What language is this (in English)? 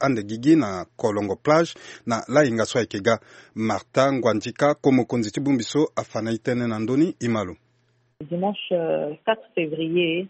Sango